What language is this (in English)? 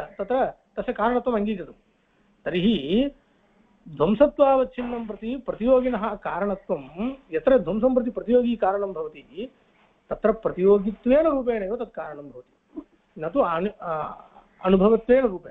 Sanskrit